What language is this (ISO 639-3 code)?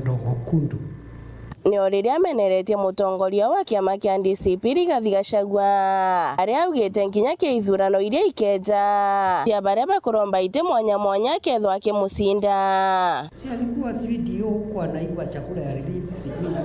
mer